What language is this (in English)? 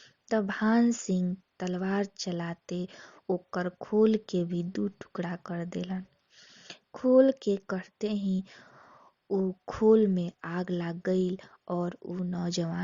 Bhojpuri